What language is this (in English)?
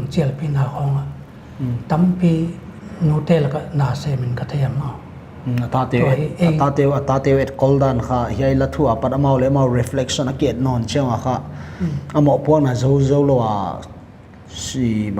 Paite Chin